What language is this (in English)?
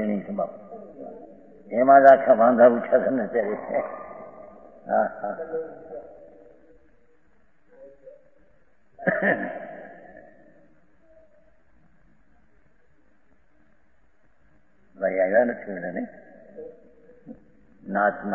Gujarati